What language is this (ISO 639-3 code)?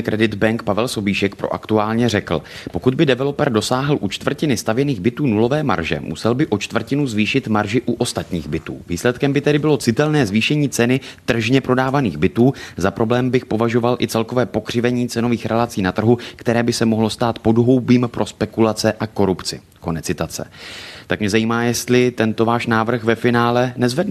ces